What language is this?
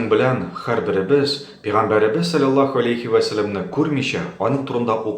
Tatar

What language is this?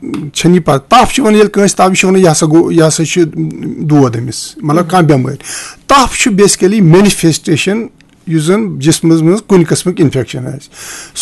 Kashmiri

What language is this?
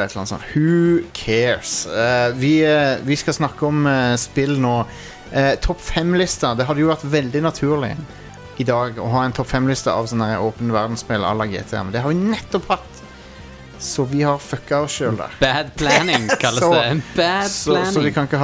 Norwegian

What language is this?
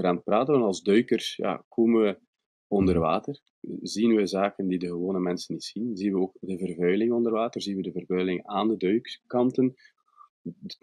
Dutch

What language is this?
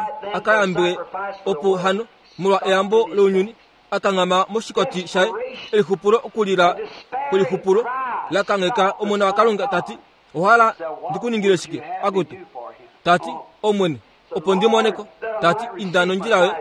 Kuanyama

